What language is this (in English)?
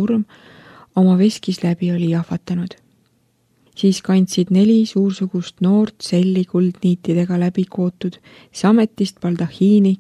Estonian